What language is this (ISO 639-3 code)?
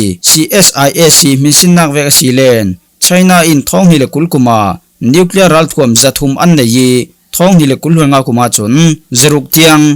cfm